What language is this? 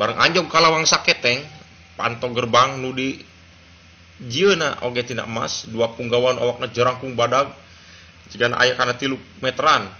Sundanese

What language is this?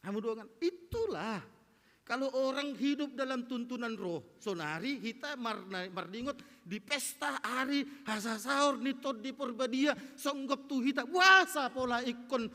Batak Toba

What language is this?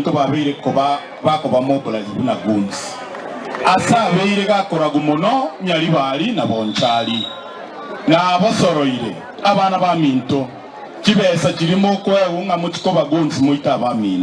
Gusii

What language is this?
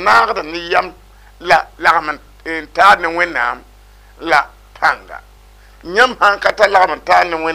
Mossi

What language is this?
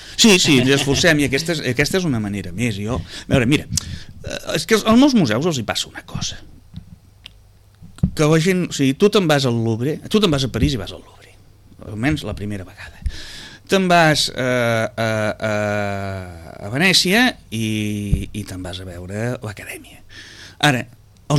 Catalan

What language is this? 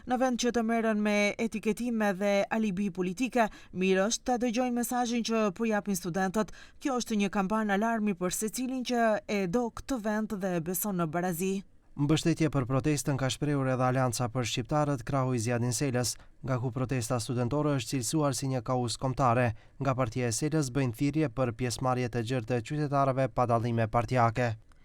Albanian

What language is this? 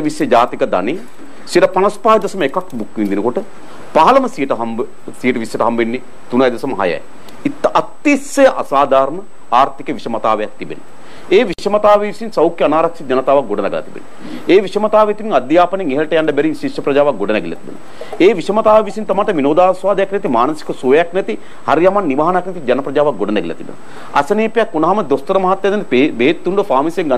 Sinhala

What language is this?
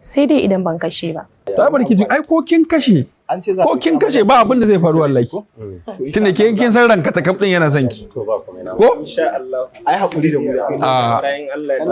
Hausa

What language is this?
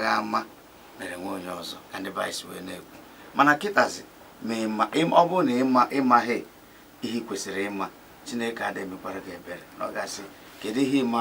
Igbo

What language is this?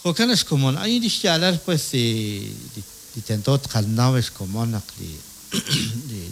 Kekchí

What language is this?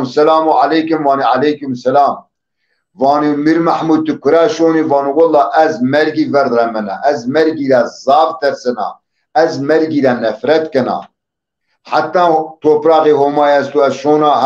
Zaza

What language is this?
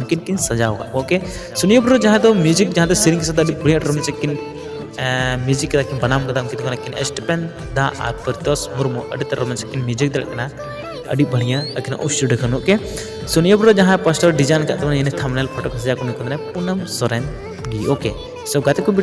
Santali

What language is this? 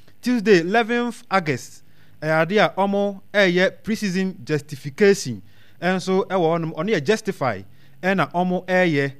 Akan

